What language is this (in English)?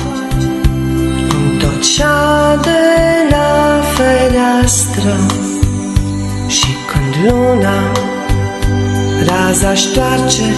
Romanian